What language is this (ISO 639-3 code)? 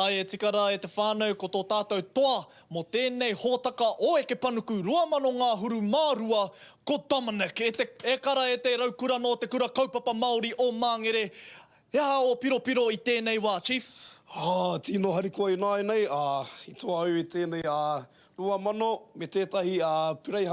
mri